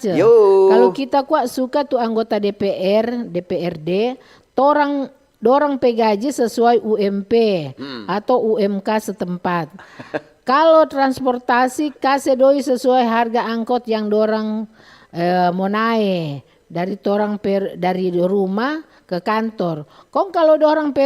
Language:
Manado Malay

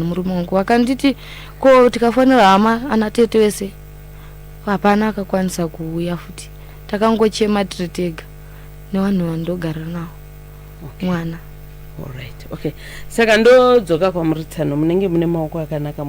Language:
Shona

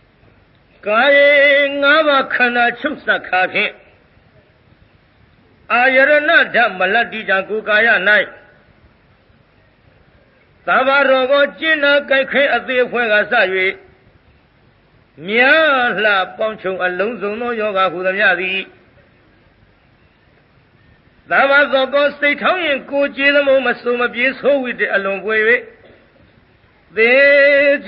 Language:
Burmese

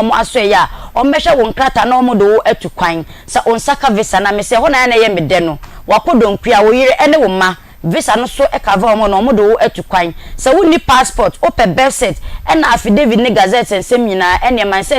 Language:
Akan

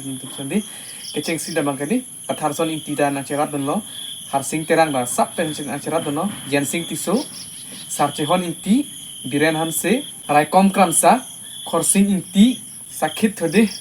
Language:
Karbi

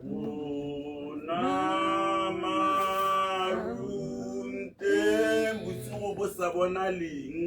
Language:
Tswana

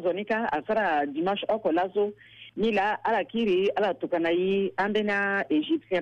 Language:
Sango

